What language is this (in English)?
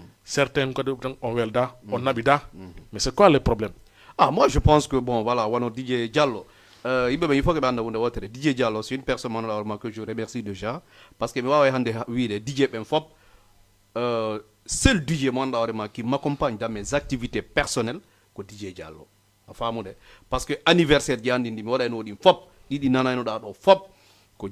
Fula